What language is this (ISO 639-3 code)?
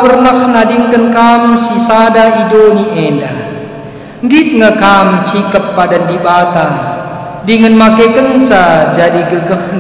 btx